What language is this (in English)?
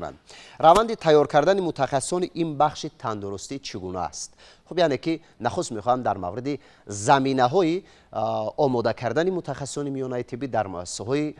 Tajik